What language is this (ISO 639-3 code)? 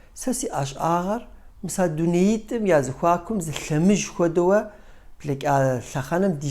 kbd